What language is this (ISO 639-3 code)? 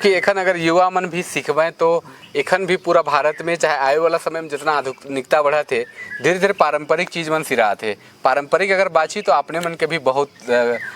sck